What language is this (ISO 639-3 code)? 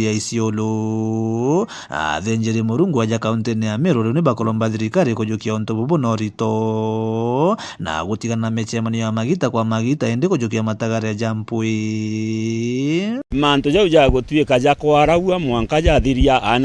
mer